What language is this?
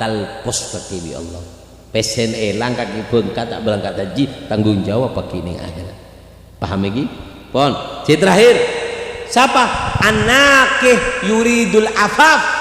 Madurese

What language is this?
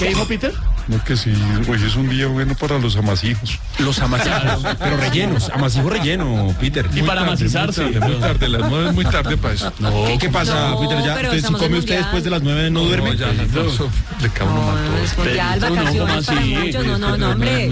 Spanish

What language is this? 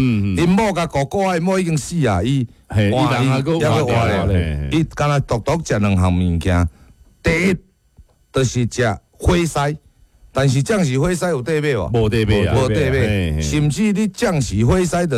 Min Nan Chinese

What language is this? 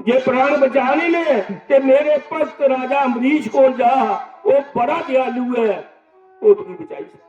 Dogri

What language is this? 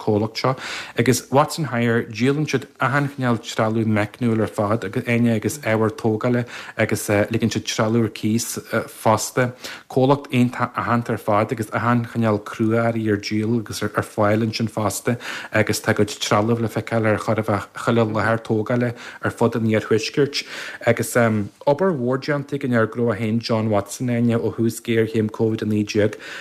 Irish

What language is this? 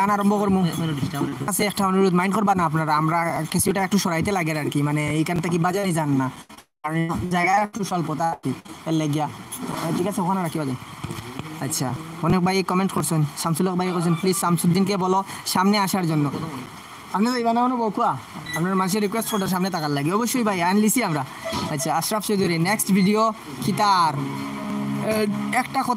Sylheti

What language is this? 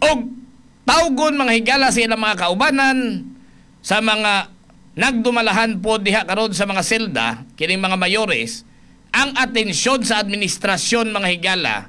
Cebuano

